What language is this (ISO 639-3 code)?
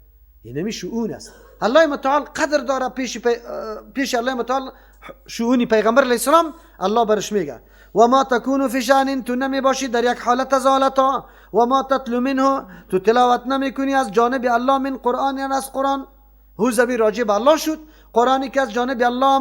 fas